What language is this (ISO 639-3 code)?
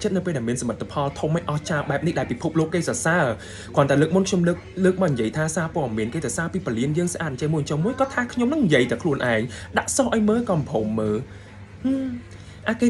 khm